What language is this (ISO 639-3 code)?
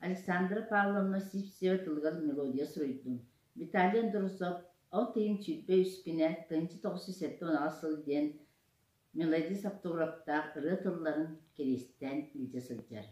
sah